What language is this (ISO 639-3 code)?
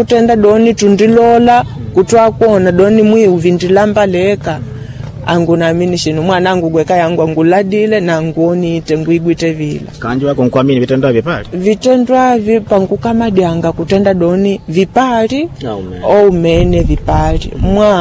kde